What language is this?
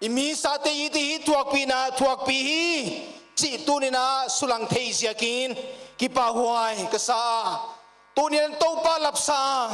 Paite Chin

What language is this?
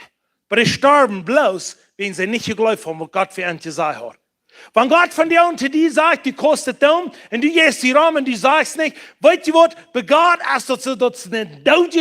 Plautdietsch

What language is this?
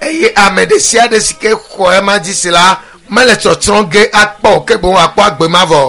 Ewe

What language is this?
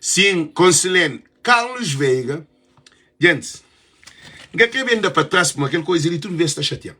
Kabuverdianu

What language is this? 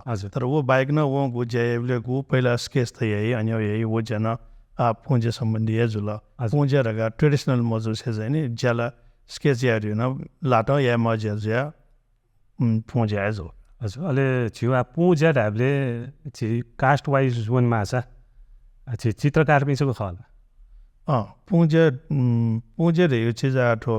Newari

